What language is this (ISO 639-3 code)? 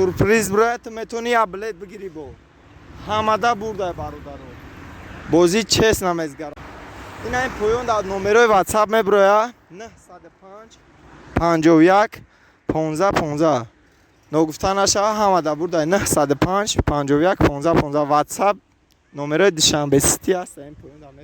tgk